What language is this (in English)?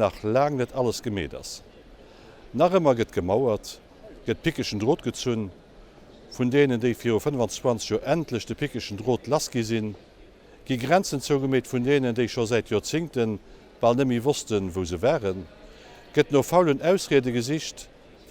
Luxembourgish